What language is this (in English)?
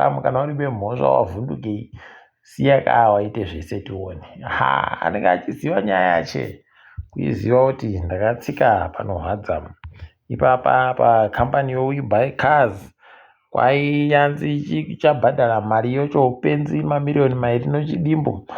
Ndau